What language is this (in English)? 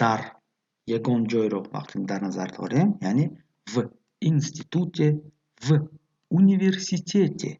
Tajik